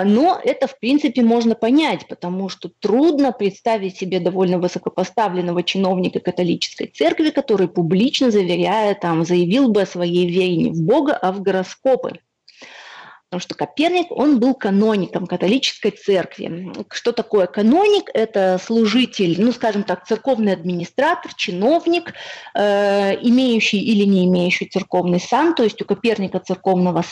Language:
Russian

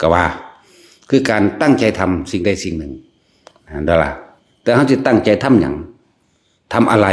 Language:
Northeastern Thai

